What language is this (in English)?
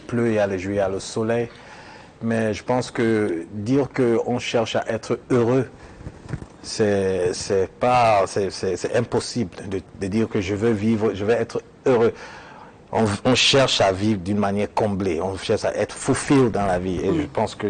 French